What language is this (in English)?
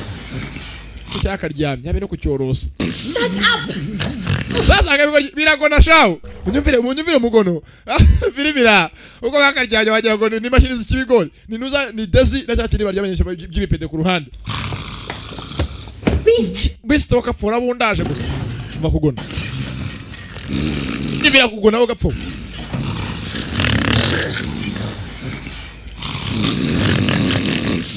Kinyarwanda